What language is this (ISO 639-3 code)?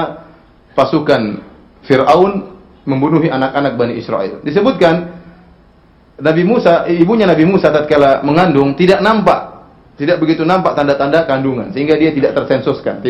ind